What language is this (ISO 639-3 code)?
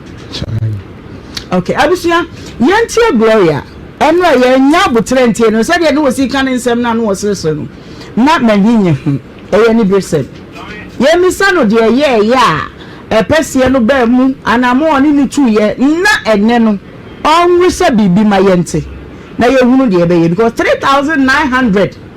aka